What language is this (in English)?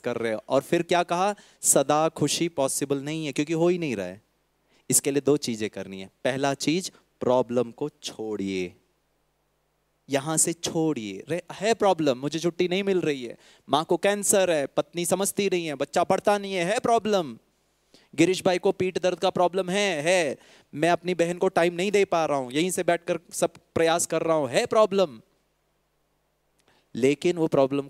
Hindi